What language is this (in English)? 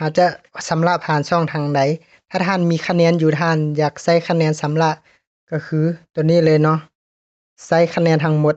Lao